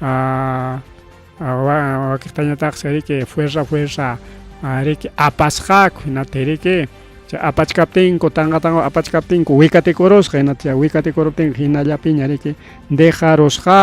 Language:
Ayacucho Quechua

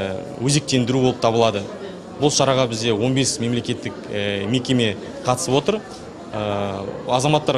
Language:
Kazakh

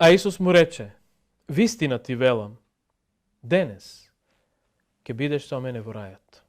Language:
Macedonian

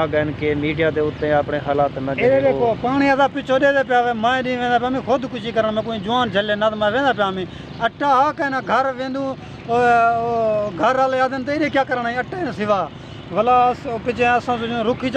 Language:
Saraiki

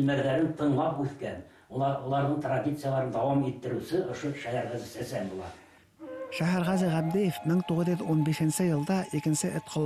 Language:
Bashkir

